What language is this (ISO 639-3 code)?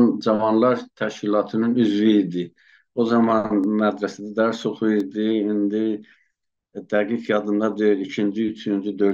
azb